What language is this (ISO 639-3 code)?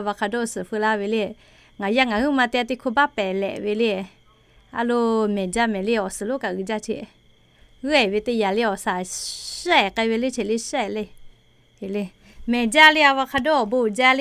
lhu